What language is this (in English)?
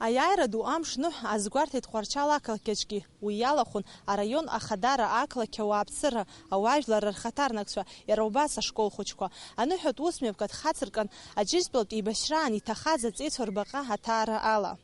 Abkhazian